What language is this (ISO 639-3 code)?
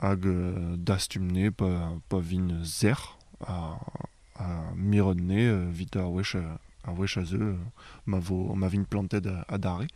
bre